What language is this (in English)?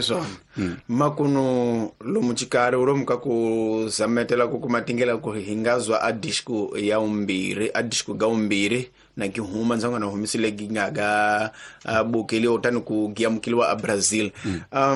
Tsonga